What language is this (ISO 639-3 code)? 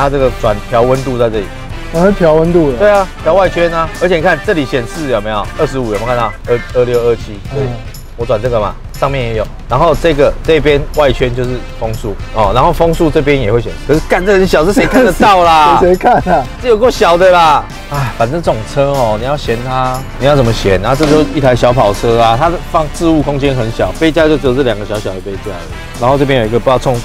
zho